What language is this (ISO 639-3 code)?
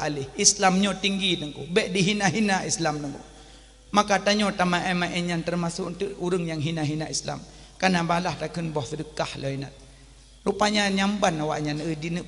ace